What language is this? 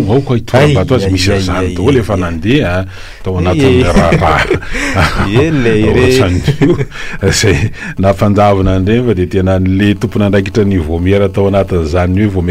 Malagasy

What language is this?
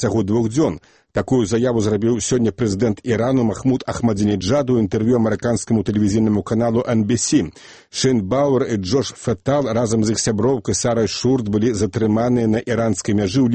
Belarusian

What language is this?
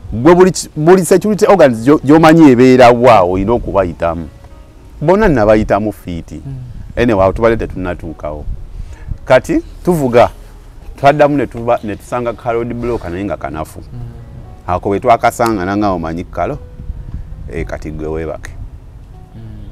Ganda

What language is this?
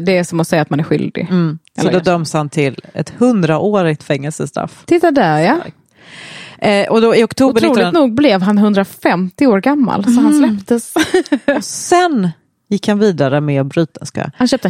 Swedish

